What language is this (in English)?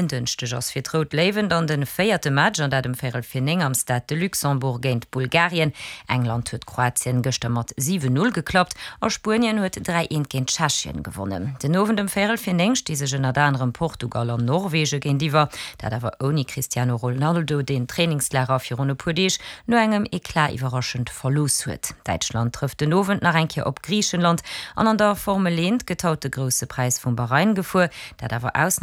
Luxembourgish